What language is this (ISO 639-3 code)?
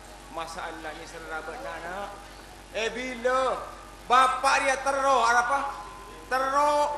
mad